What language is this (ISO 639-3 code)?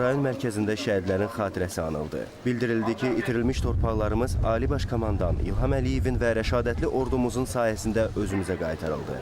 aze